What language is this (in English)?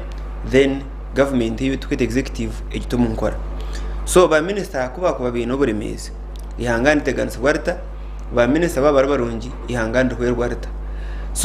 Nyankole